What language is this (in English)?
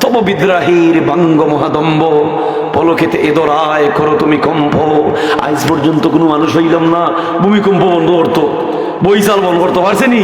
Sylheti